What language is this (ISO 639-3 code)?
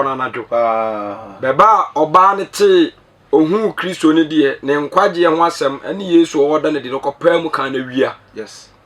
aka